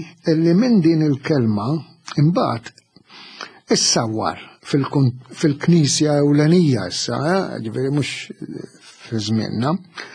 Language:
Maltese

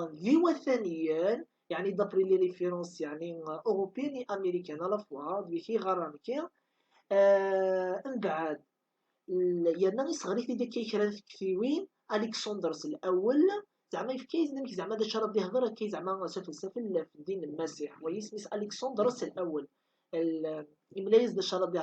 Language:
Kabyle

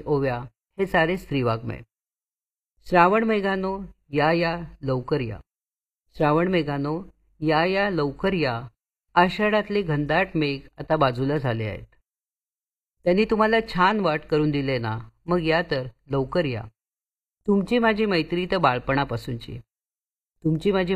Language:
Marathi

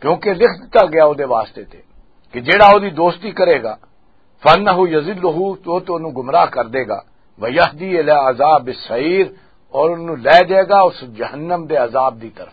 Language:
Western Panjabi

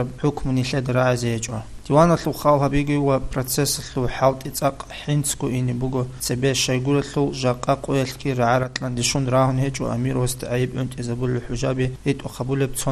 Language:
Avaric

